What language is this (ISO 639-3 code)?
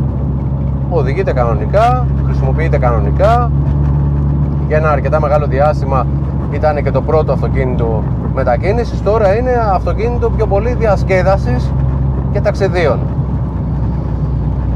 ell